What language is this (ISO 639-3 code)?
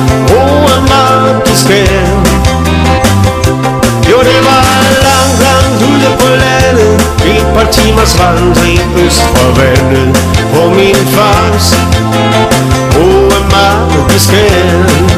dan